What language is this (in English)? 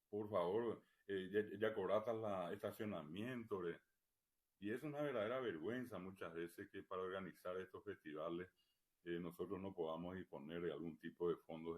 Guarani